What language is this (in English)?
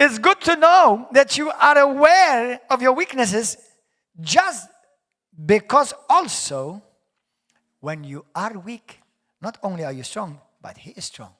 English